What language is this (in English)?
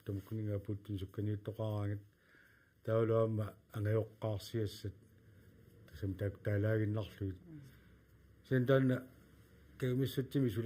Kalaallisut